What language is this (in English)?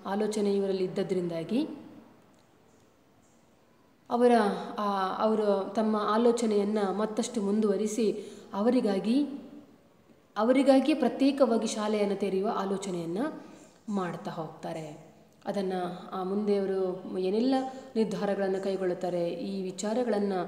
Kannada